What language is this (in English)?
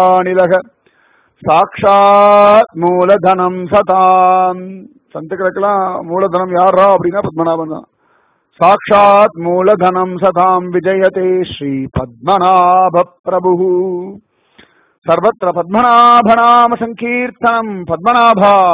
Tamil